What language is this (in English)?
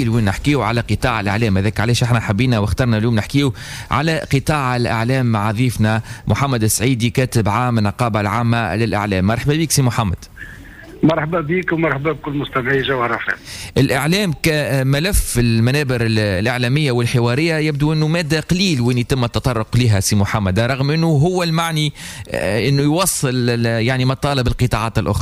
Tunisian Arabic